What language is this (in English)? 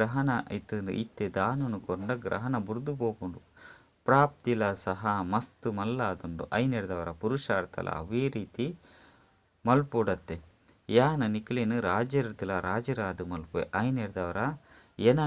Tulu